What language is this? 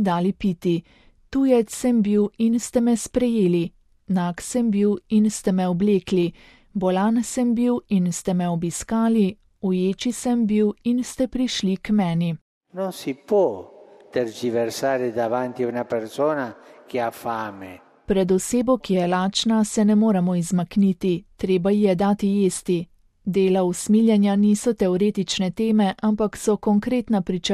Slovenian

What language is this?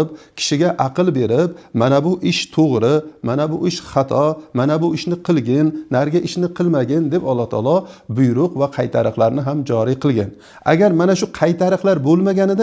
Uzbek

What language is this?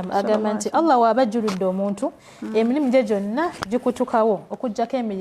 Ganda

